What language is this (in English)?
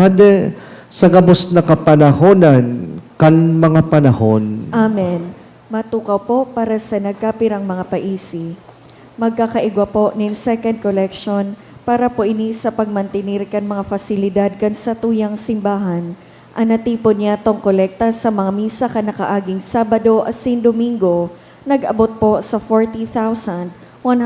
Bikol